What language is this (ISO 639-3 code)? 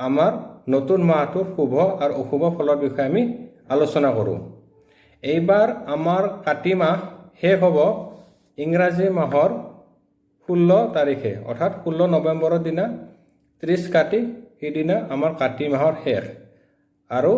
asm